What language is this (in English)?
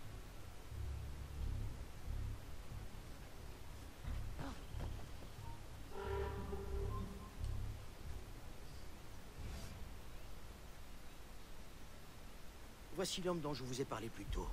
French